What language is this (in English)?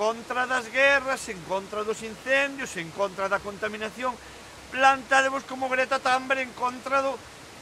Galician